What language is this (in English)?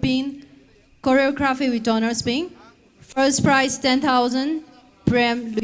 Tangkhul Naga (India)